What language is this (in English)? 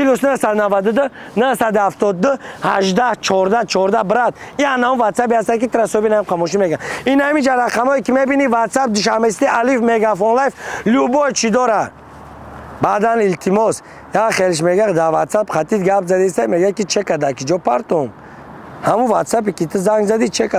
Tajik